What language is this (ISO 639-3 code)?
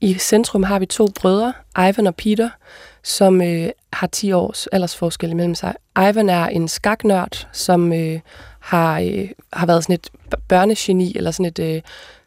dan